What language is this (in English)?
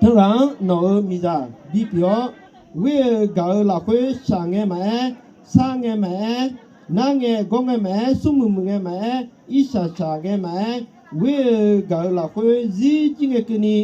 Akha